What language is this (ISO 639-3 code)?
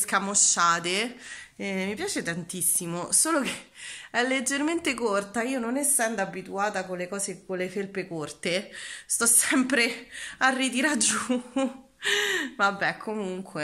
ita